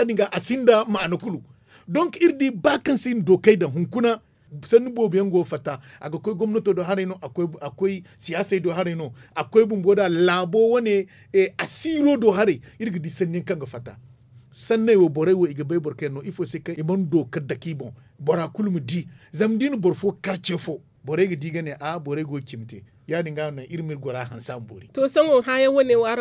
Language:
Zarma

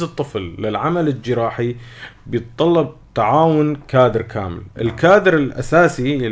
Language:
North Levantine Arabic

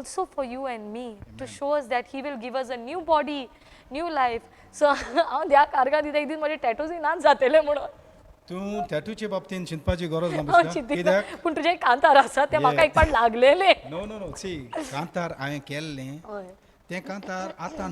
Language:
Konkani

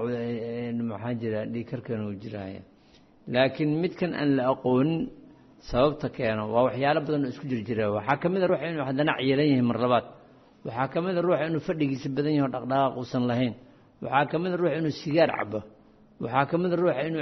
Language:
Somali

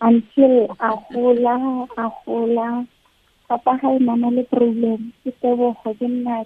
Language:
Tswana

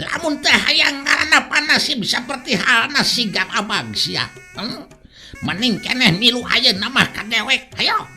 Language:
Sundanese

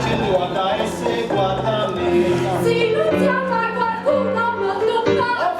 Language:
Neapolitan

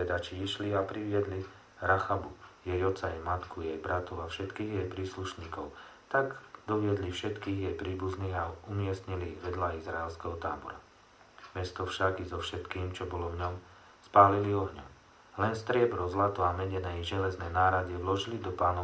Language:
Slovak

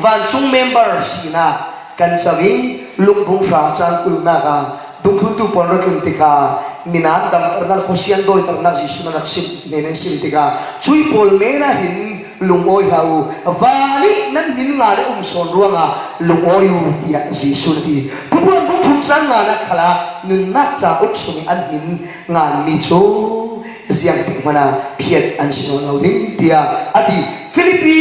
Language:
Falam Chin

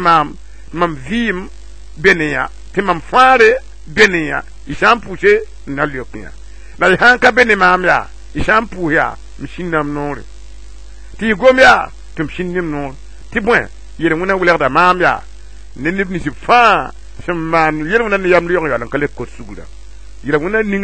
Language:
Mossi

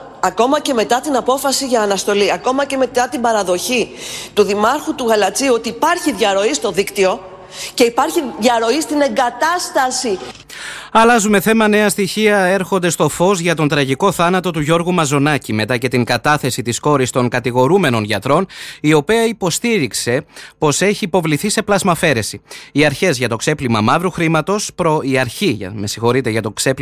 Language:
Greek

